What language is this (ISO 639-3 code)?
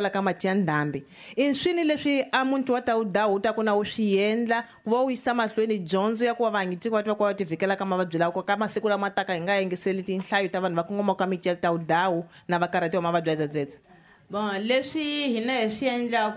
tso